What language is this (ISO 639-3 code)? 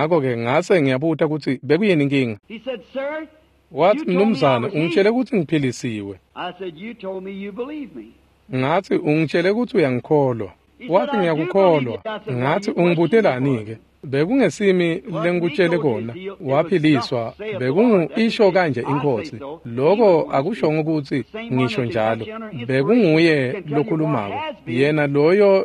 ssw